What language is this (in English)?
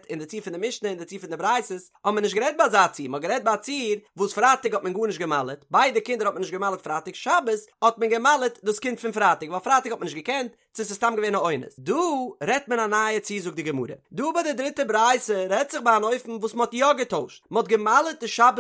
Yiddish